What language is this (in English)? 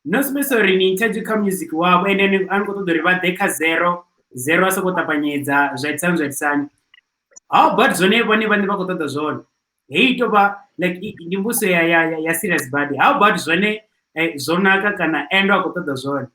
Venda